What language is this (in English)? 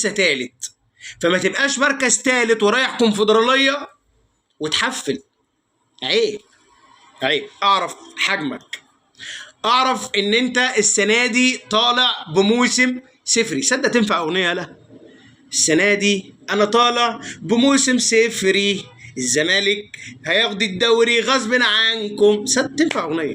Egyptian Arabic